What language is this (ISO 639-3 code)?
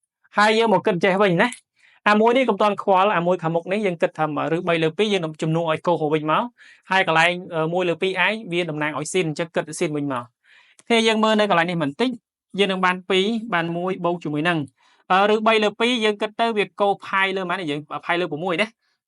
khm